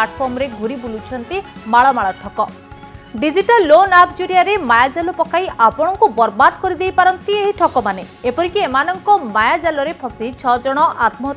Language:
Odia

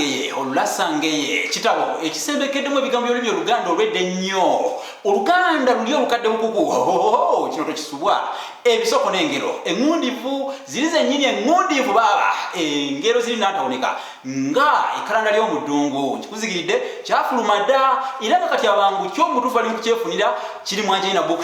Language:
Ganda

